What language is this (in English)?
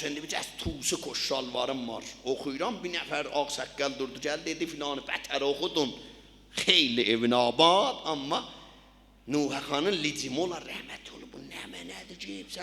South Azerbaijani